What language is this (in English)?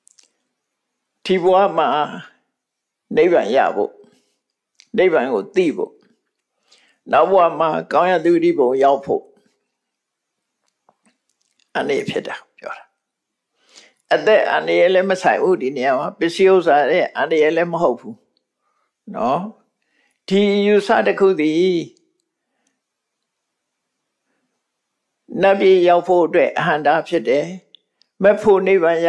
Burmese